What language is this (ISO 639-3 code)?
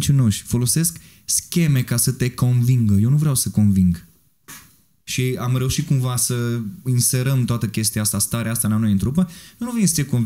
ron